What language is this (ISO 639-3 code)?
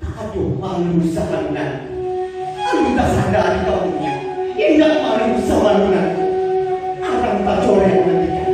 min